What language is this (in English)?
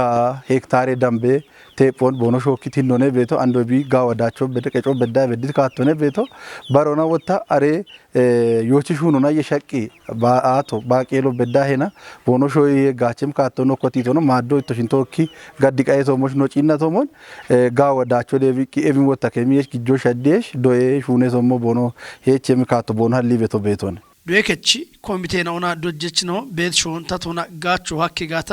Kafa